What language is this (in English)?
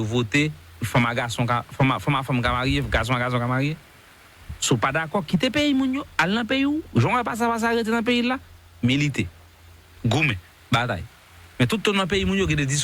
Haitian Creole